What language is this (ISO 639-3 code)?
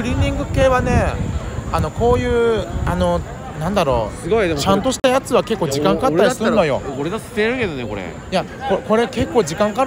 jpn